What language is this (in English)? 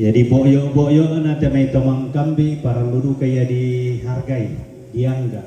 Toraja-Sa'dan